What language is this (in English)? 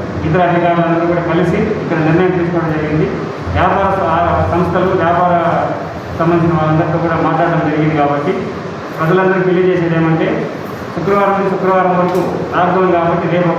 Telugu